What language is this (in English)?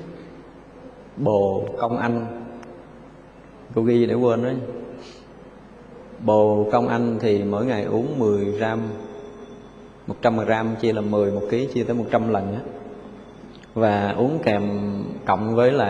Vietnamese